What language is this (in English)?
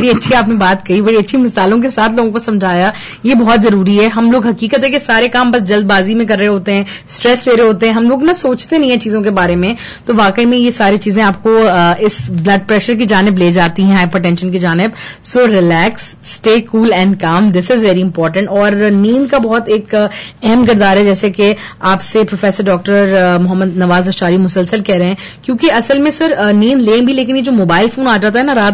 Urdu